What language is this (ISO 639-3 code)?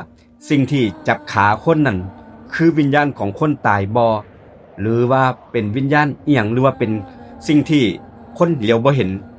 tts